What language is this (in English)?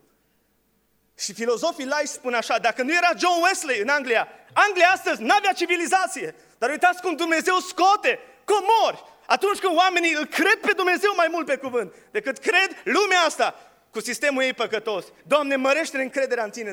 Romanian